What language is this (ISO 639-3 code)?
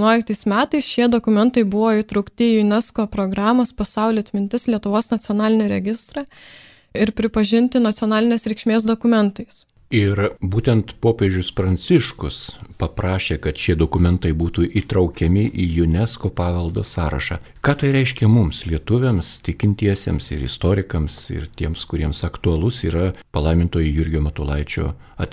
lit